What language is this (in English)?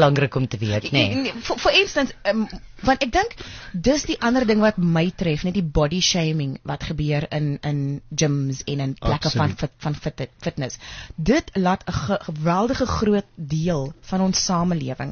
Afrikaans